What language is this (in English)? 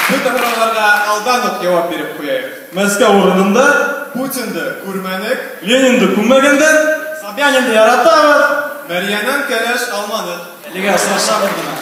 Bashkir